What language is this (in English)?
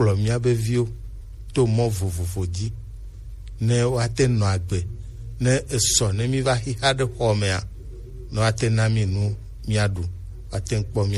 Gen